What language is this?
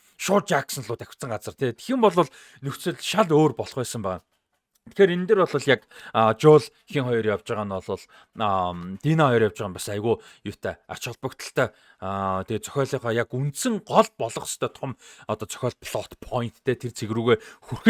Mongolian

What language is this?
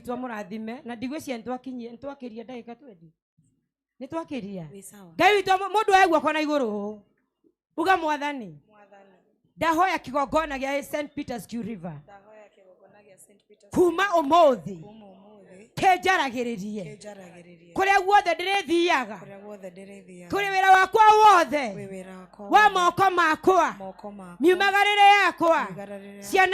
Kikuyu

